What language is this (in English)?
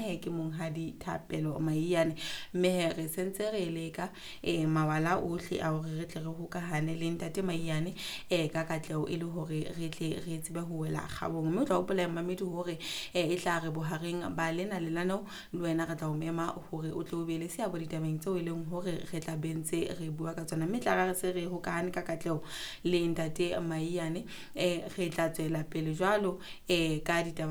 Southern Sotho